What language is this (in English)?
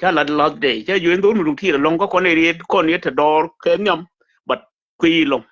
Nuer